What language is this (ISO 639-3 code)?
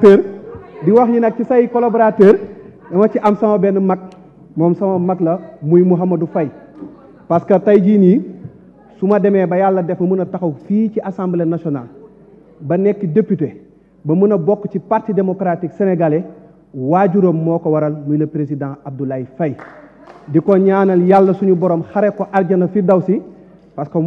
wol